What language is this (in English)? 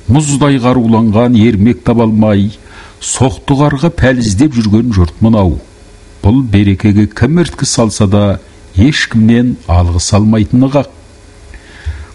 Kazakh